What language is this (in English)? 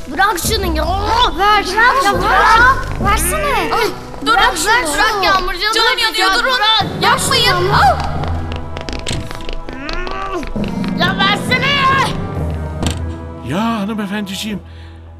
Turkish